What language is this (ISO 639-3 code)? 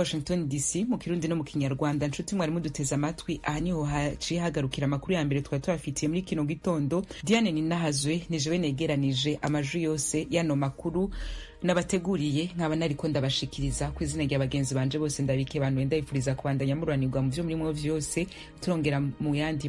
run